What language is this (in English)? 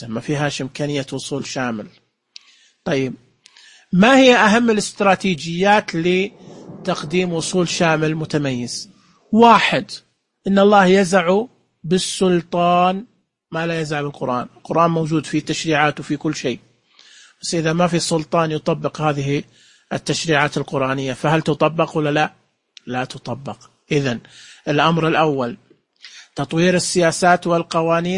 Najdi Arabic